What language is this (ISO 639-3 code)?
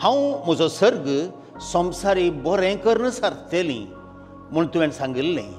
kok